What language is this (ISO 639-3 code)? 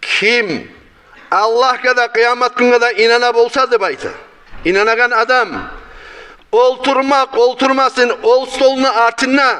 kum